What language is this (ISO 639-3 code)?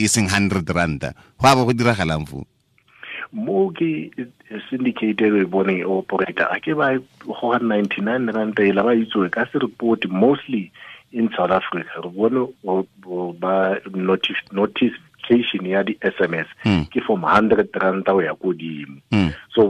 sot